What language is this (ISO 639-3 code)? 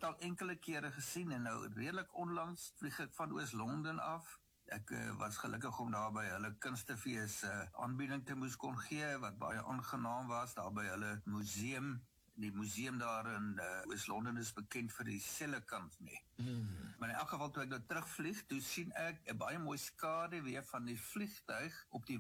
afr